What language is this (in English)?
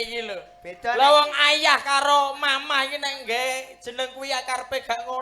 Javanese